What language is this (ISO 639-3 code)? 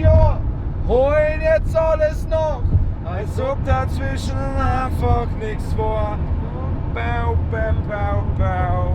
bar